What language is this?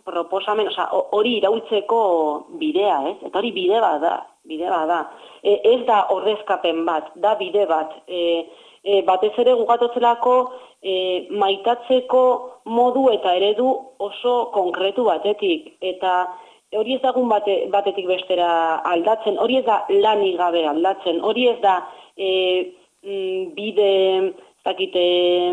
Basque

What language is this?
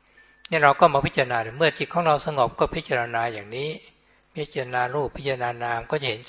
Thai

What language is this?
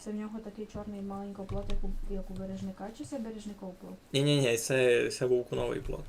Rusyn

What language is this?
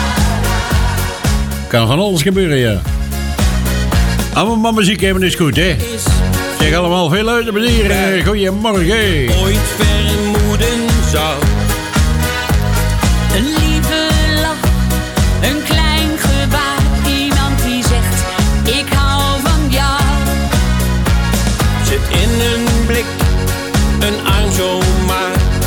Dutch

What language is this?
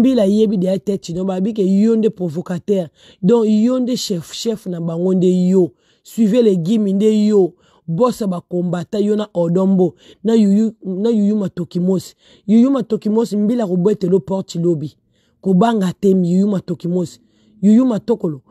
Lingala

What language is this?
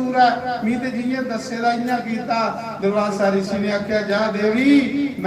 Dogri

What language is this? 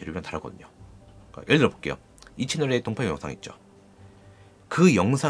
Korean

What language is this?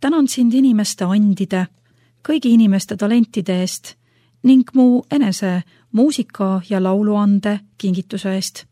Estonian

